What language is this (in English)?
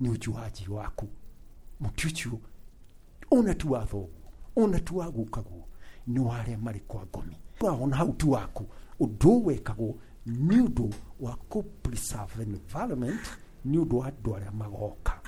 Kikuyu